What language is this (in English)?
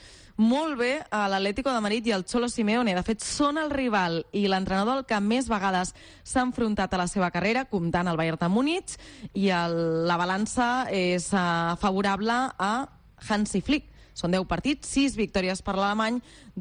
Catalan